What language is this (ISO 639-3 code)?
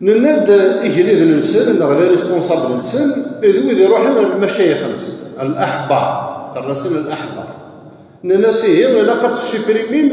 kab